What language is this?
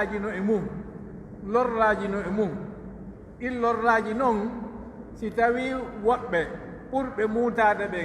Pular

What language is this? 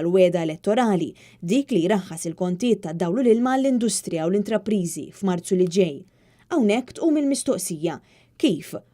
Maltese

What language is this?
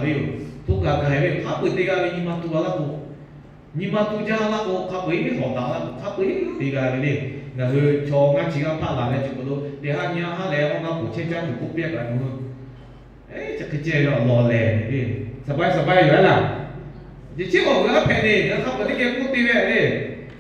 Lahu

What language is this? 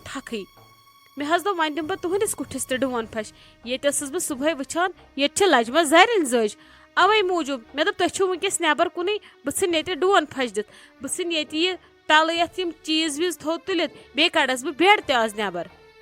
Kashmiri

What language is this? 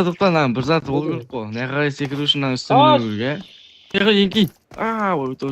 Kara-Kalpak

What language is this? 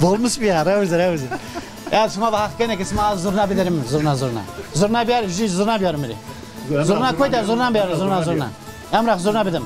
Zaza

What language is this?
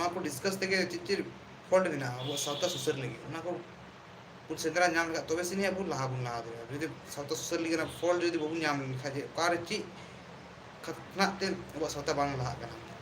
Santali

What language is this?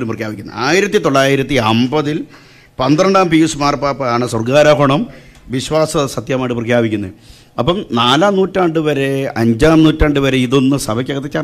Malayalam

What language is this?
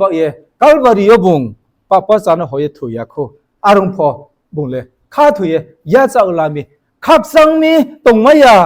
Riang (India)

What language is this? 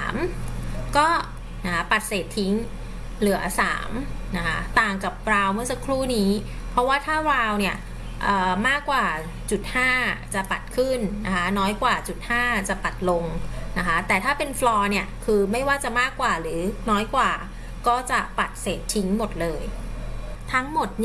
Thai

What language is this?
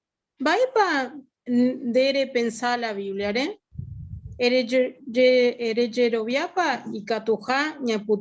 Guarani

